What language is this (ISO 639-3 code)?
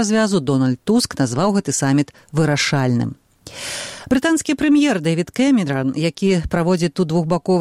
bel